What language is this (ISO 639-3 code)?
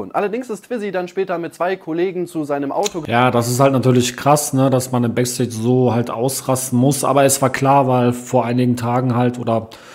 deu